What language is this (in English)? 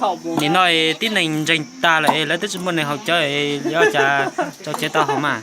Hmong